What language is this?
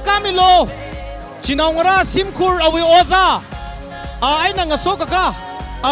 Tangkhul Naga (India)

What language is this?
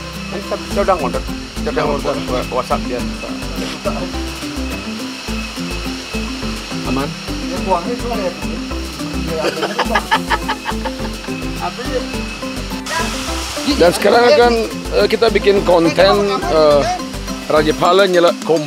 Indonesian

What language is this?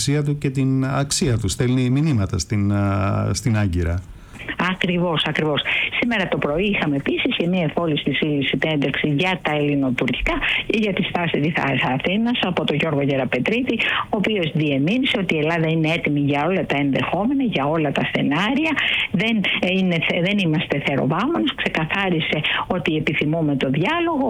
Greek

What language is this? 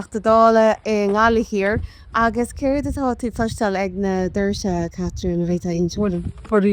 Irish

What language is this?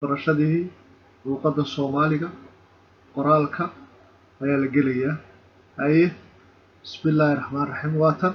Somali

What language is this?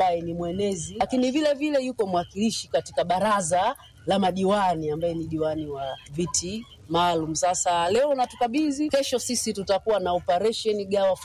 Swahili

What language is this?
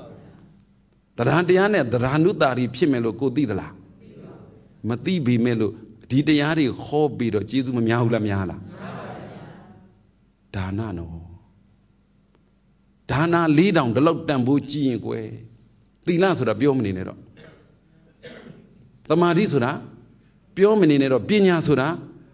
Burmese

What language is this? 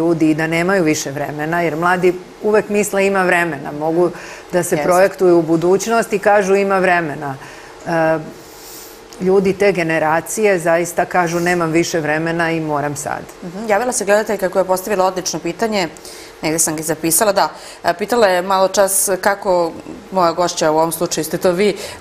Serbian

